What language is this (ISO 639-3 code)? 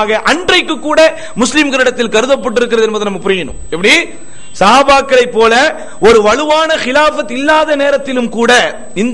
tam